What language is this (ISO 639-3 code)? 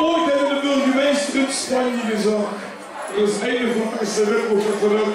lim